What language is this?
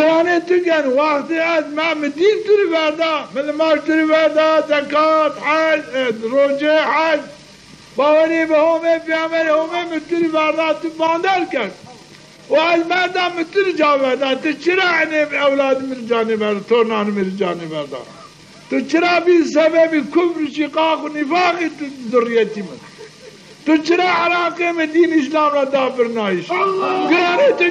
Zaza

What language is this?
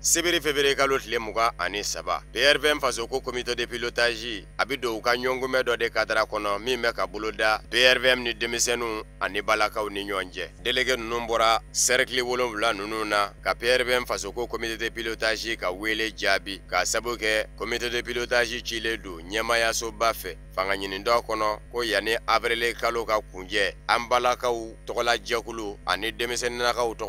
Bambara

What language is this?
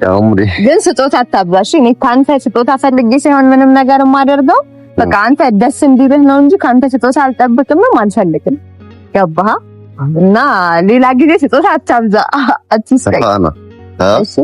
Amharic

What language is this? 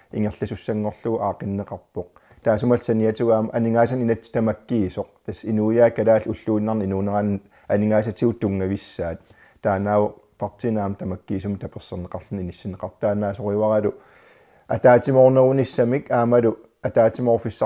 Kalaallisut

